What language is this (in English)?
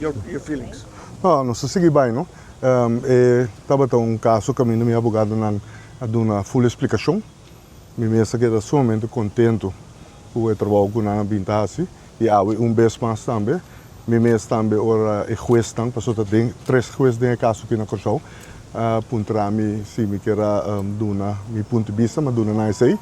Papiamento